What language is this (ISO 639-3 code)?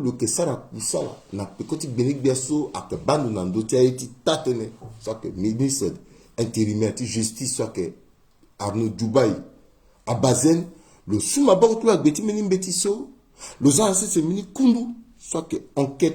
sag